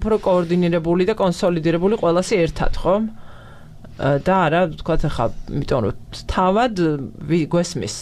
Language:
Georgian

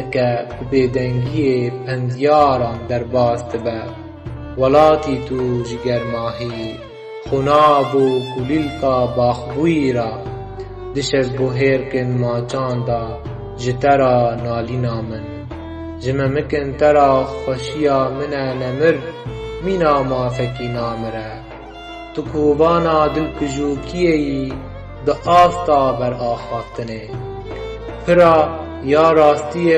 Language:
Kurdish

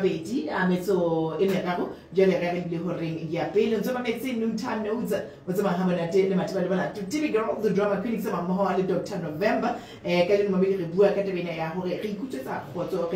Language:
Tswana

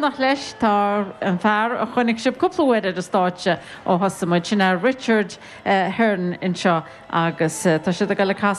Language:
Irish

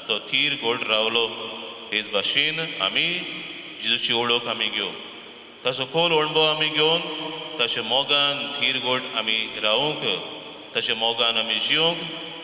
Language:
Konkani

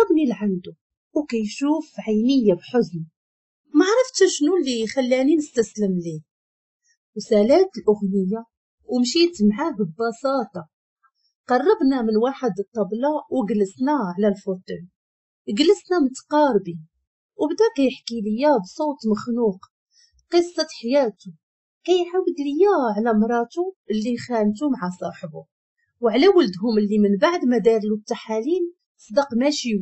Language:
Moroccan Arabic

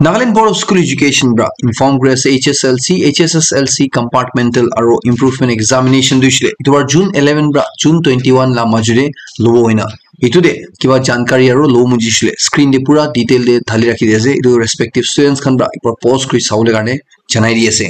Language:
Naga Pidgin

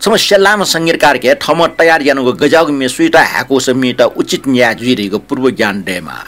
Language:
Newari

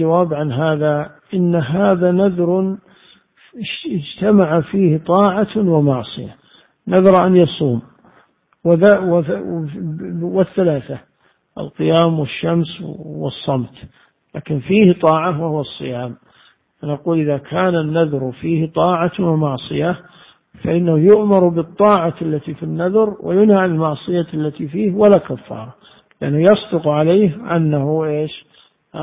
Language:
Arabic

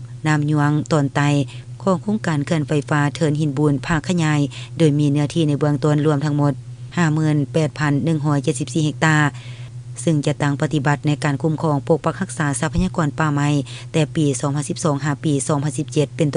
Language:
Lao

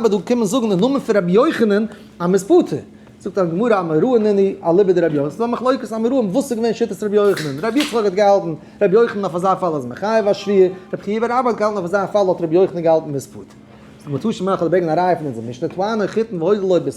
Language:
Yiddish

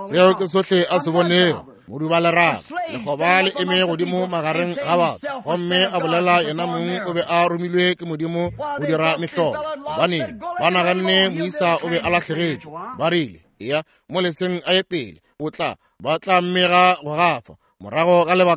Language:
Northern Sotho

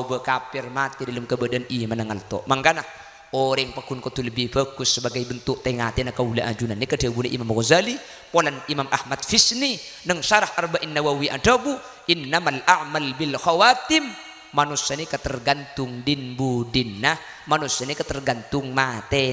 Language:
Madurese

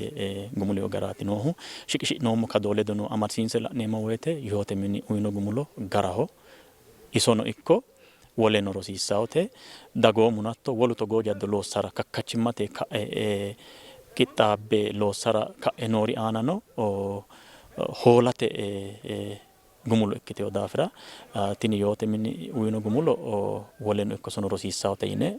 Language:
Sidamo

